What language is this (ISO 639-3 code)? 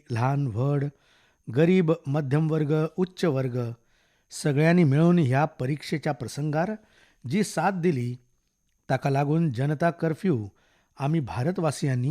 kok